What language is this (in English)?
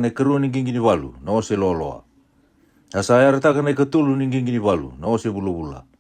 Fijian